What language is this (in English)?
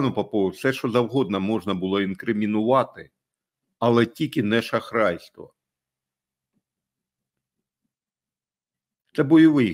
Ukrainian